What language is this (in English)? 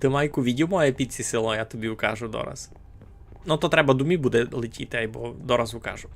Rusyn